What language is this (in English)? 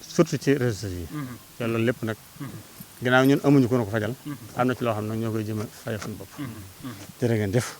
Wolof